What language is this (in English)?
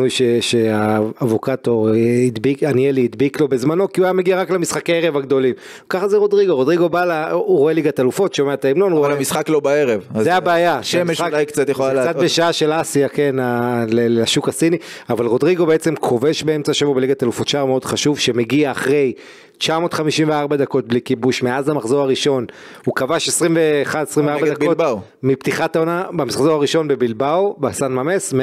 Hebrew